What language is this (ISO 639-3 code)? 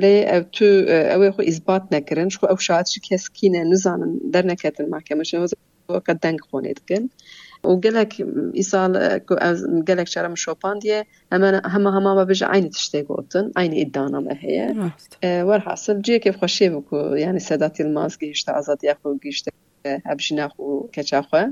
kur